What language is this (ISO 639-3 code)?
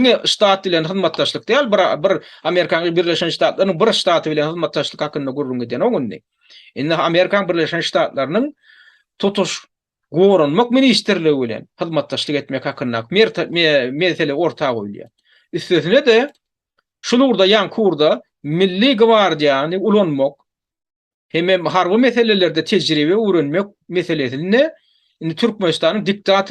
tuk